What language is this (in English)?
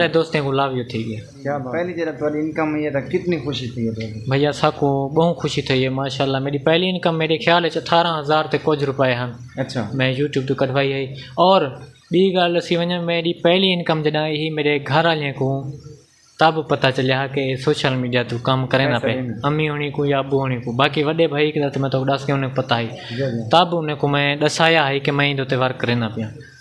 Saraiki